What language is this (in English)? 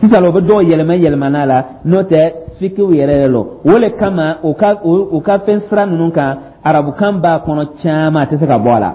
Dyula